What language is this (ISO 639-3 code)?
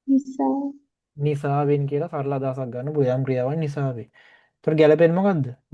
sin